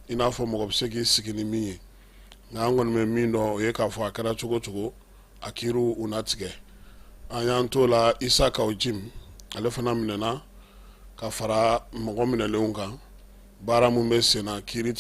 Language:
Bambara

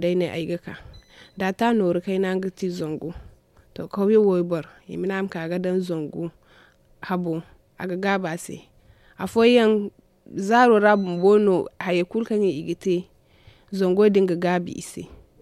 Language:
Zarma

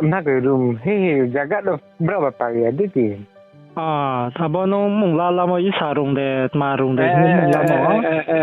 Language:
Riang (India)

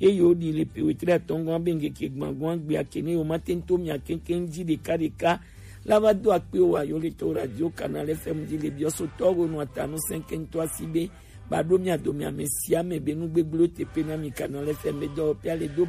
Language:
Gen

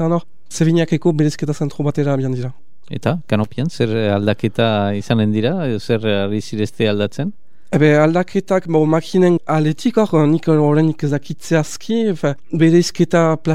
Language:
Basque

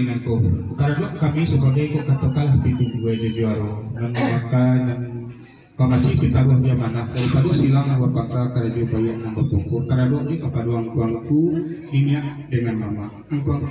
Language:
Minangkabau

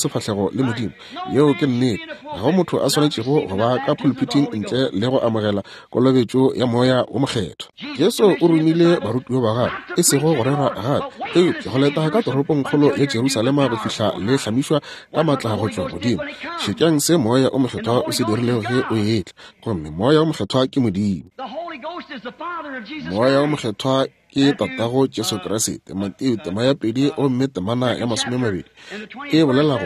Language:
Northern Sotho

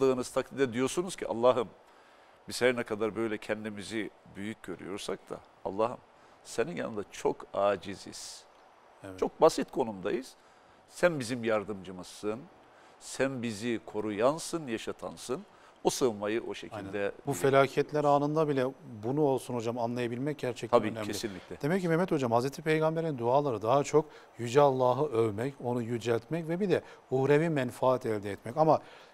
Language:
Turkish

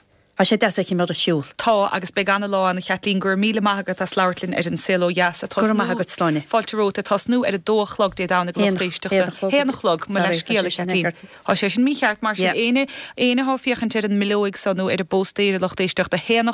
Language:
Irish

